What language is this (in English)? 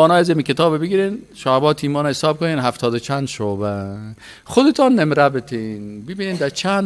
Persian